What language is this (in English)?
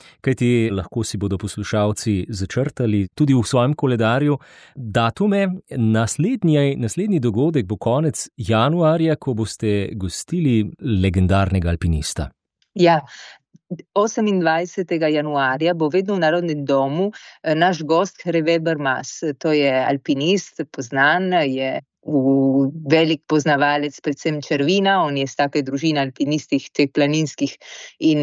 Slovenian